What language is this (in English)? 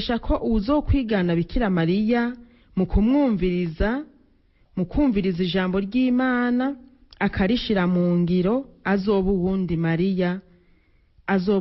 Rundi